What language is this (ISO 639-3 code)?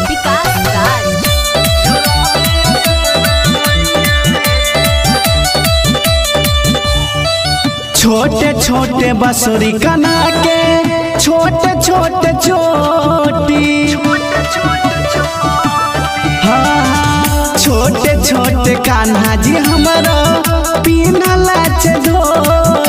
bho